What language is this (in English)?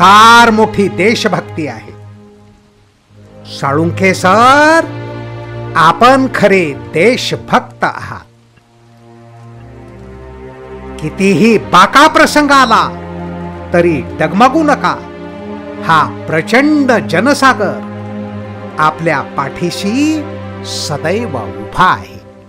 Marathi